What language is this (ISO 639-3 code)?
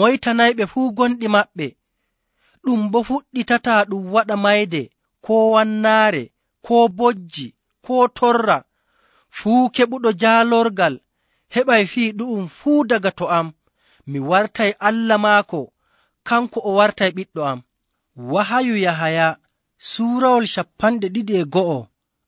fuv